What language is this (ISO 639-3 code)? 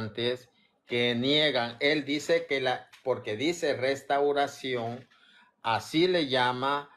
spa